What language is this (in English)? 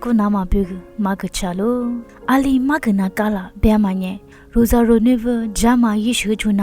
Lisu